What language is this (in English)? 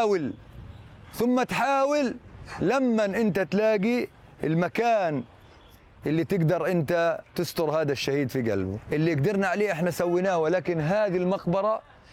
Arabic